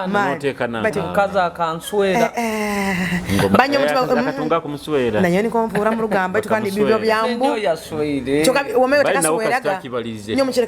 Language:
Nyoro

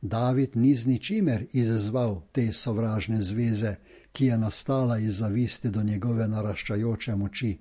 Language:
Slovenian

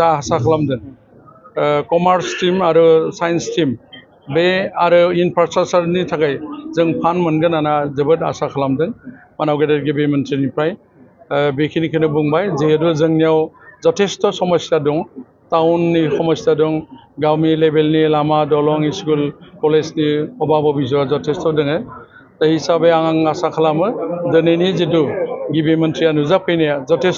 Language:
Bodo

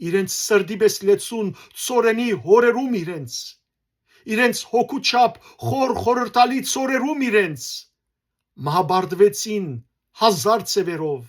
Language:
Western Armenian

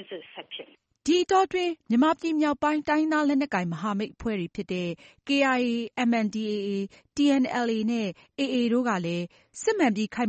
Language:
Burmese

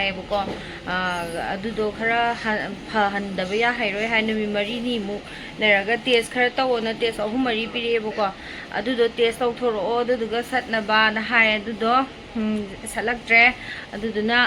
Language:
Manipuri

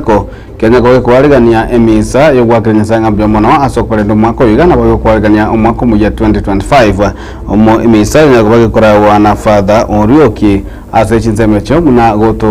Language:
Gusii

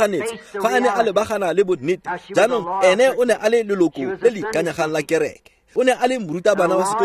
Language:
Tswana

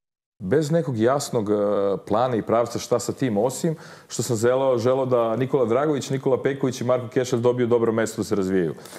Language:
Serbian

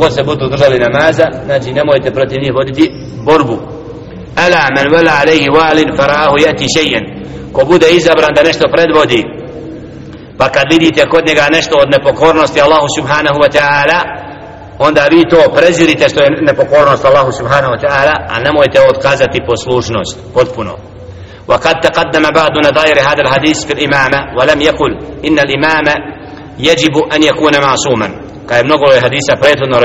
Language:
Bosnian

